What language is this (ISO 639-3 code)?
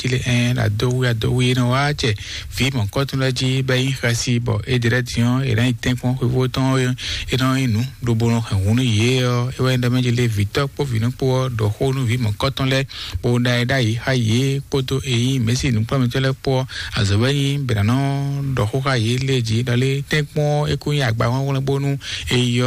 fon